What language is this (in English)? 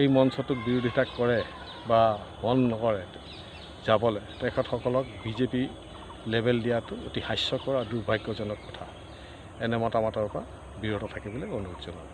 Assamese